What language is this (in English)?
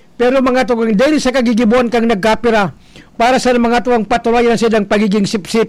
Bikol